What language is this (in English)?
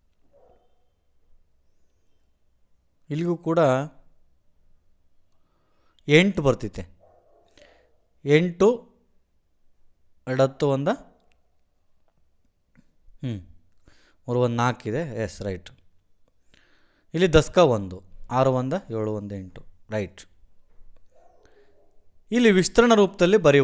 Kannada